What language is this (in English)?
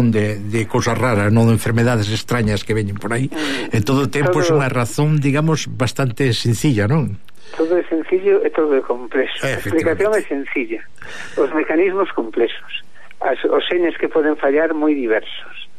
Galician